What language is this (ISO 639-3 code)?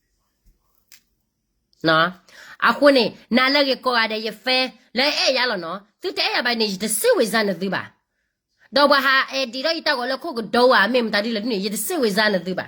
ksw